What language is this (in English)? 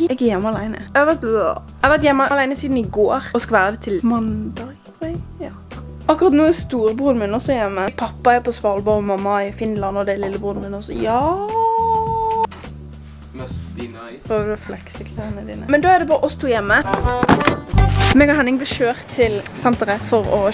Norwegian